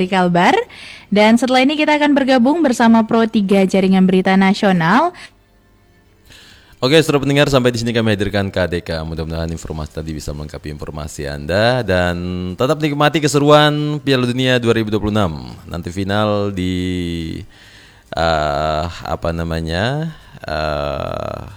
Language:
Indonesian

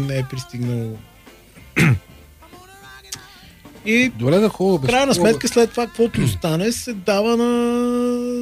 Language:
Bulgarian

